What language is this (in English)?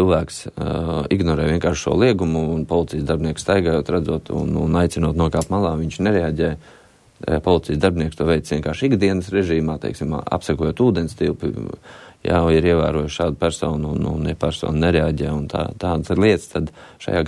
Latvian